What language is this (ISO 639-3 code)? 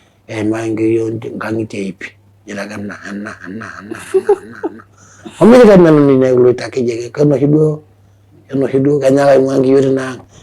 mas